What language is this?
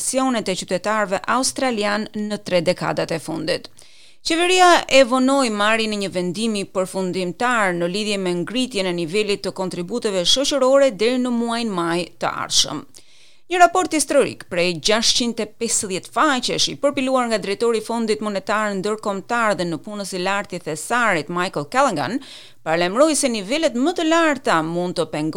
Albanian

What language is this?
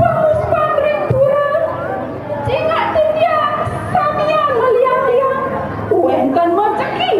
Balinese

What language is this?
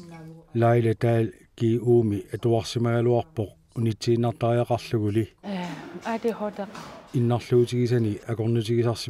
Kalaallisut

